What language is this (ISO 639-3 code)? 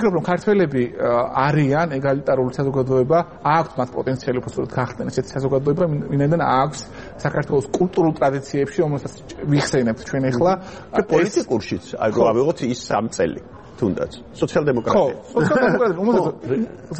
kat